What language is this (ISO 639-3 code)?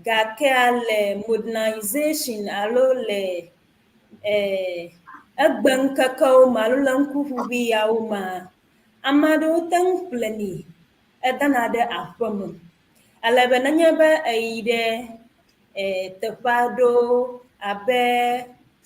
ewe